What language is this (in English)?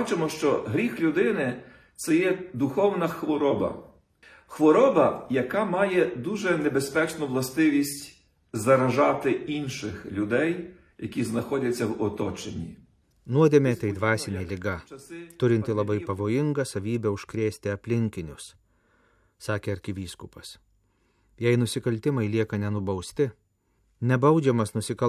Lithuanian